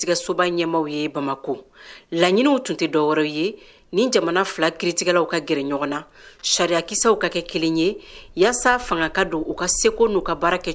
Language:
Bambara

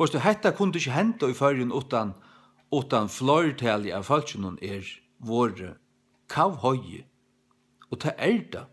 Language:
Faroese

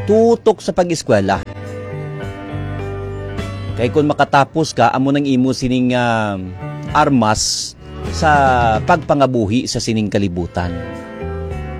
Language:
Hiligaynon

